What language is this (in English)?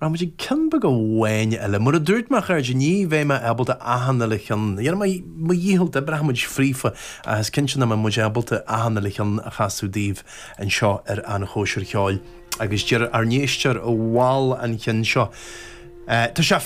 Irish